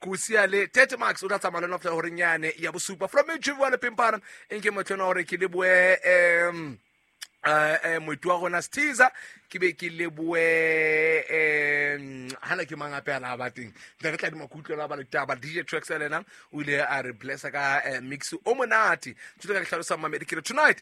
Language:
Southern Sotho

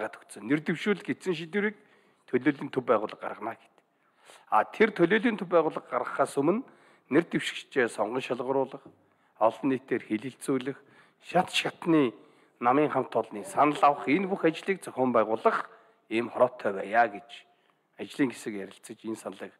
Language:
Mongolian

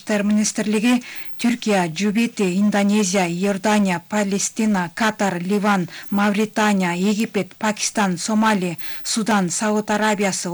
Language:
Kyrgyz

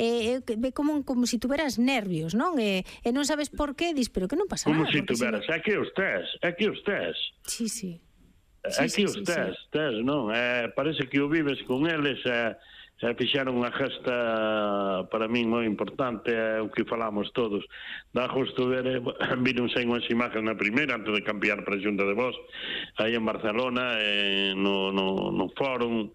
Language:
Galician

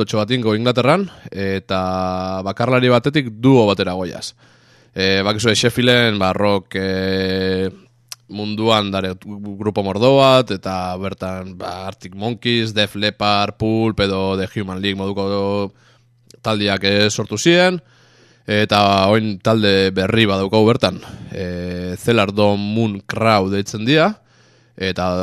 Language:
Basque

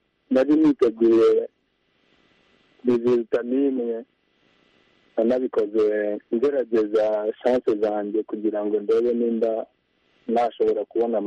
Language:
Kinyarwanda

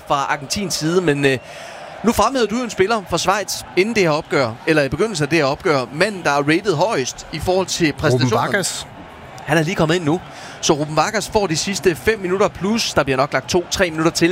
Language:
Danish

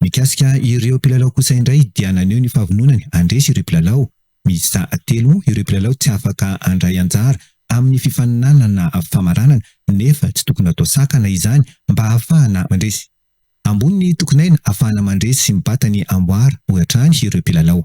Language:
Malagasy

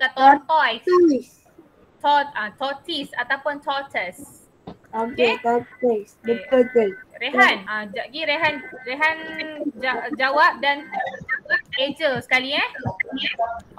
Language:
Malay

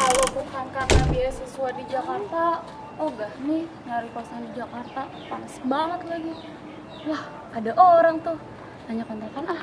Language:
Betawi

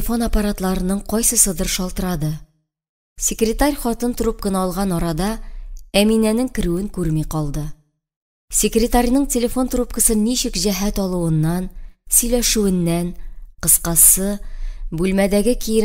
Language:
Tatar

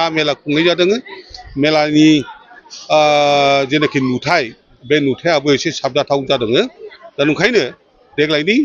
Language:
Bodo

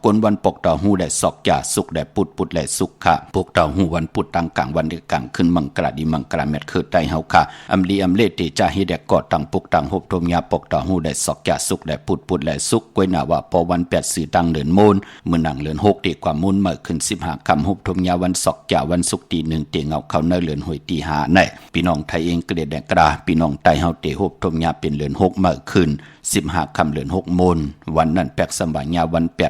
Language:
Shan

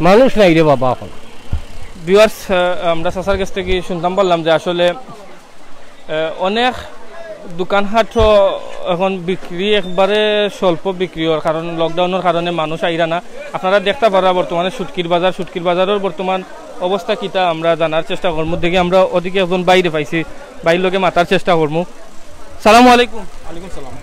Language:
Sylheti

